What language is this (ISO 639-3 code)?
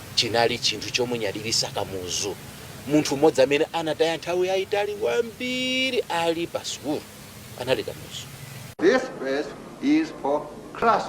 nya